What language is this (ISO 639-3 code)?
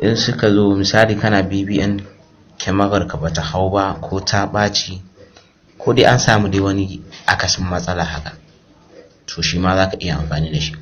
hau